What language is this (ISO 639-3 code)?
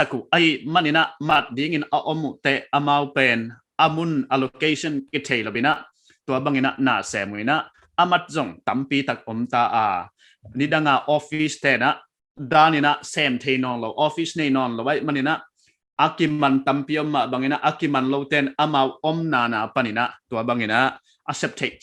pck